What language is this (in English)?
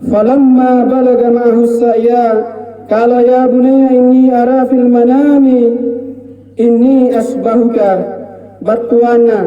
Makasar